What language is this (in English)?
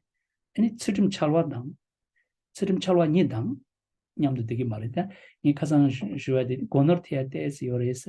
Tibetan